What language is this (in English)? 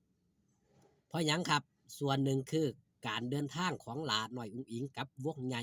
Lao